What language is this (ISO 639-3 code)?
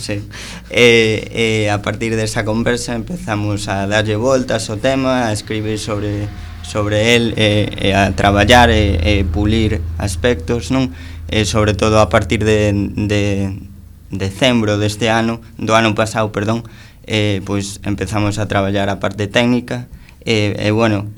glg